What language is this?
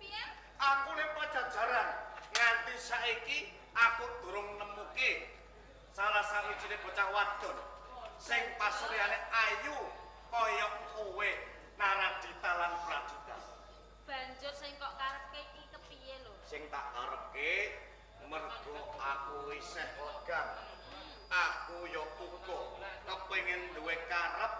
Javanese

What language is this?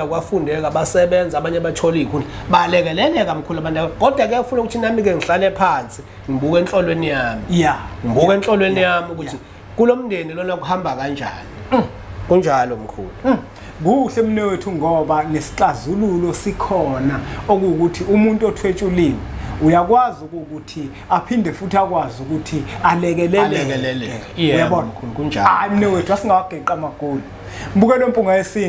Zulu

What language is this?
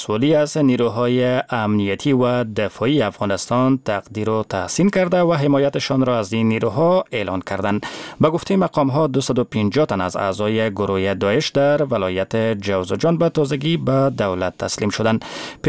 Persian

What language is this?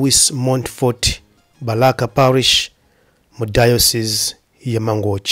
Nyanja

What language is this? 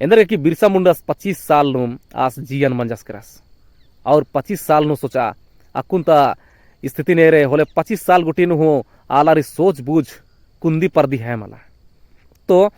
Kurukh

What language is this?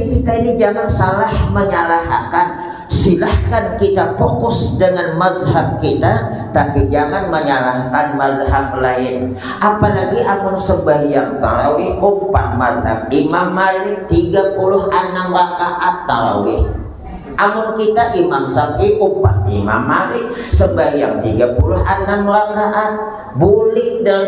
Banjar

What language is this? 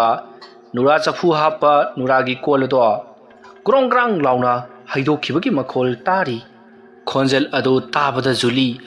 Manipuri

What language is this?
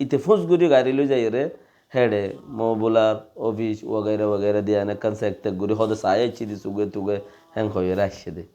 Rohingya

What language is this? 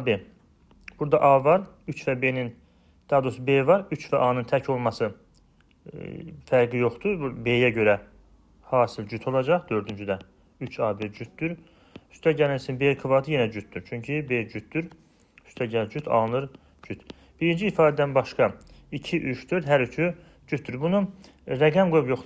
Azerbaijani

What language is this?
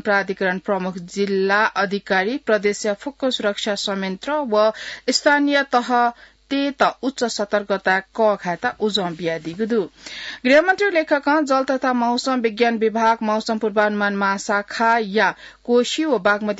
Newari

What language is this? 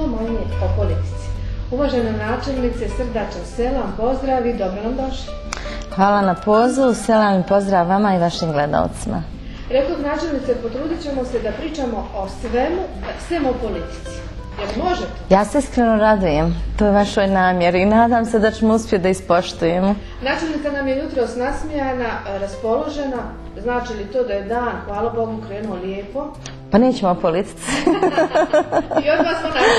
Bosnian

